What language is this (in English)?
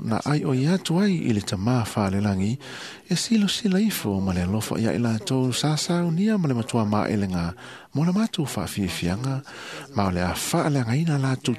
Samoan